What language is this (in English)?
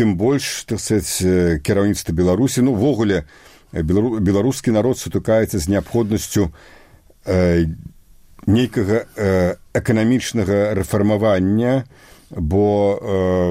Belarusian